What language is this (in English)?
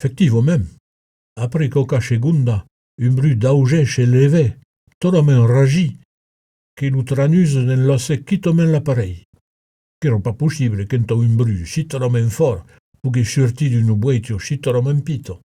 Occitan